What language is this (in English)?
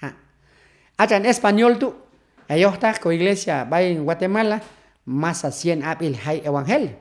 Q'anjob'al